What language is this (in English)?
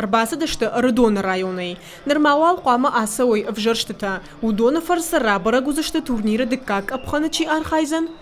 Ossetic